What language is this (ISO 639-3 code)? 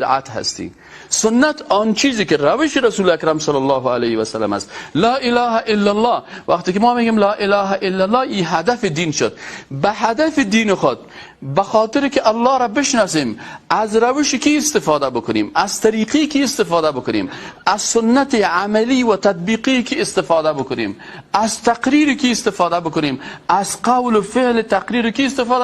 fas